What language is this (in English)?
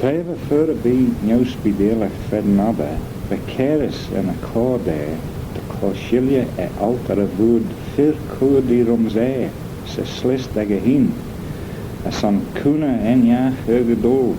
Manx